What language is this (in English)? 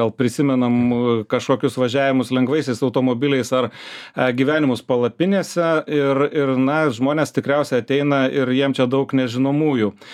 Lithuanian